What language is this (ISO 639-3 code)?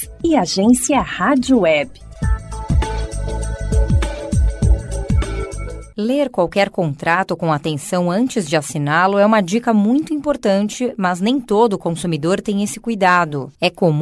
por